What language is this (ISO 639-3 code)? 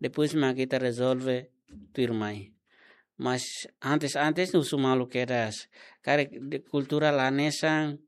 tet